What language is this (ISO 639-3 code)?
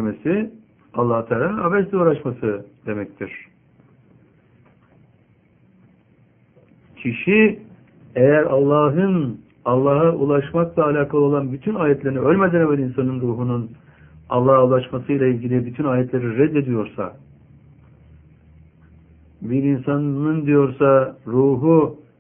tur